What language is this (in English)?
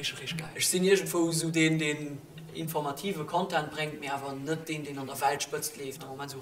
Luxembourgish